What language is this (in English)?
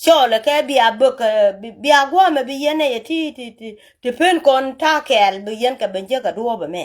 Nuer